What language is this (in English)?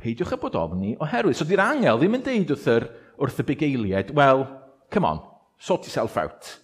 Welsh